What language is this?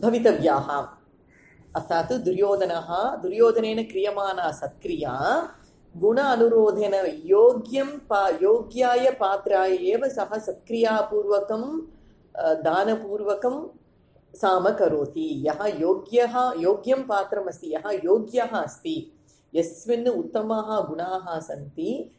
Sanskrit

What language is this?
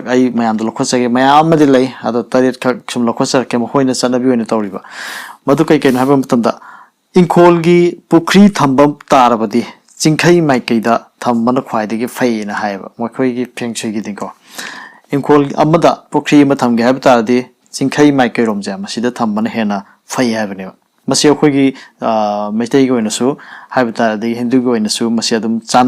Manipuri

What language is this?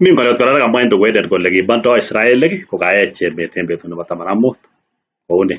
Kalenjin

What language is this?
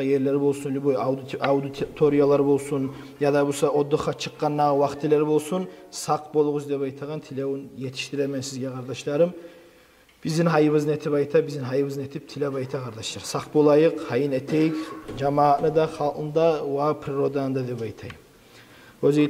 Kumyk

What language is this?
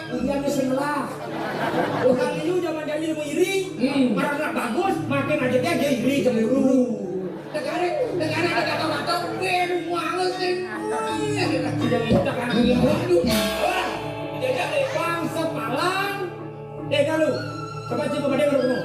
Balinese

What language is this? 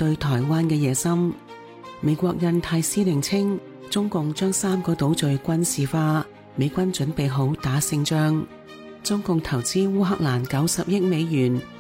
Cantonese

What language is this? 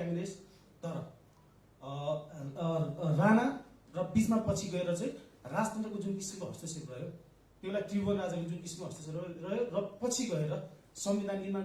Nepali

